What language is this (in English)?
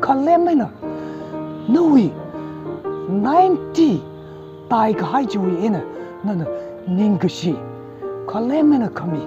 Tangkhul Naga (India)